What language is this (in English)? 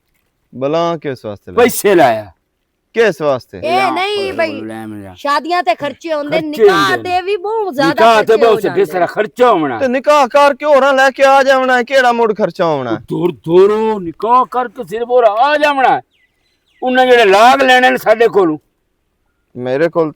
Western Panjabi